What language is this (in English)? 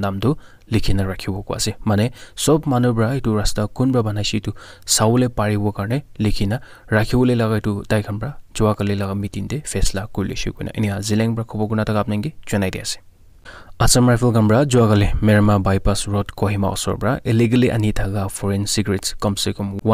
Naga Pidgin